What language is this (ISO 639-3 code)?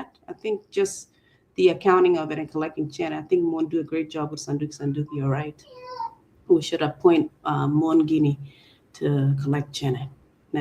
ach